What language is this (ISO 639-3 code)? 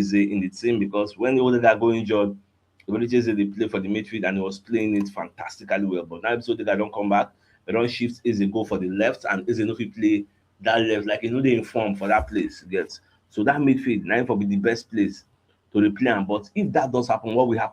pcm